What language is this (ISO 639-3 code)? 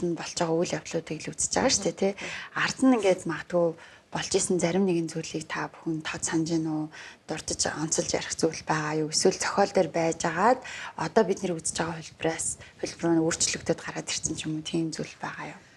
mon